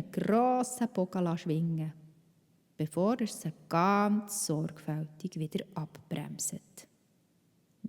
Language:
Swiss German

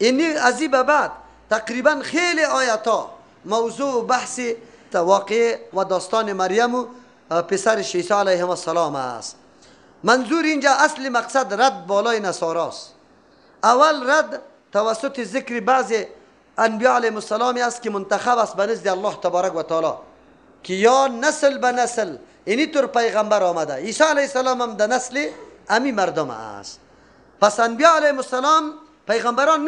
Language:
Persian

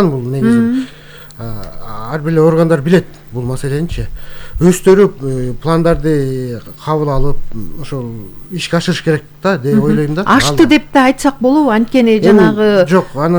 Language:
Kyrgyz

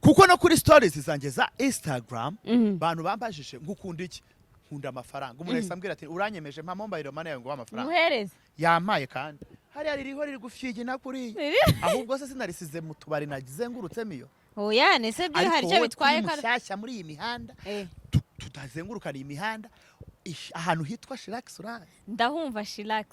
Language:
Kinyarwanda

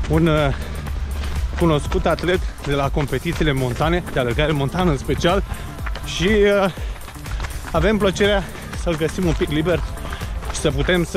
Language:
Romanian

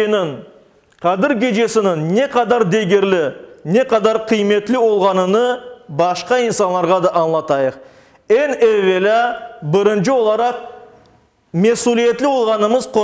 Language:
Crimean Tatar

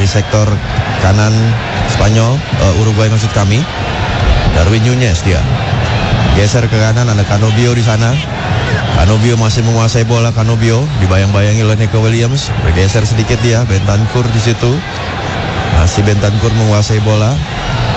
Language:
Indonesian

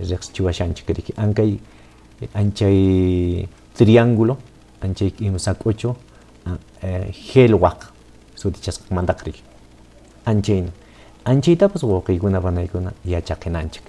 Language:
Quechua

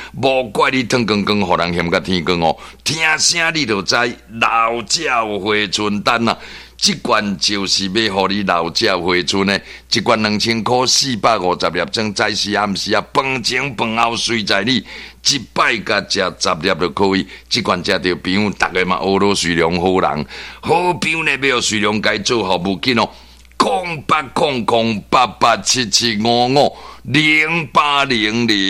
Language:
Min Nan Chinese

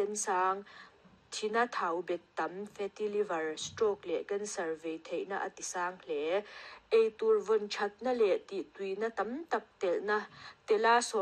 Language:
Mizo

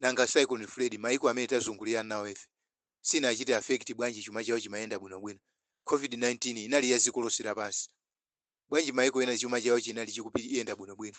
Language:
Nyanja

